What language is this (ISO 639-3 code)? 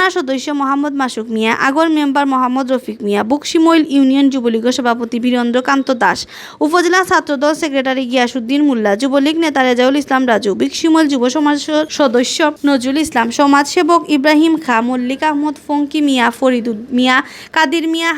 syl